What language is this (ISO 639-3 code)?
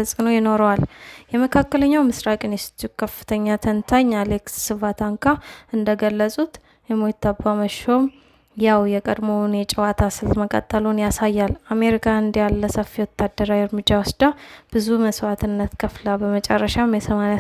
amh